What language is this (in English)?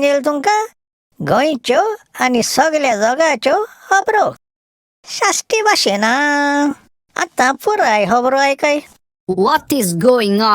Konkani